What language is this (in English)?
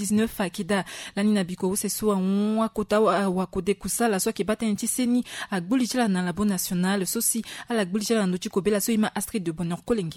Sango